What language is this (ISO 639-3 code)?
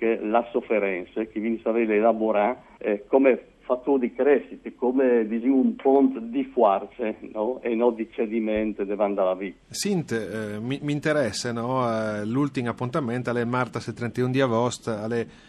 fur